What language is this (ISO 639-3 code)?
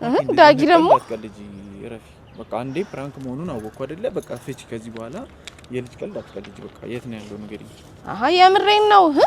amh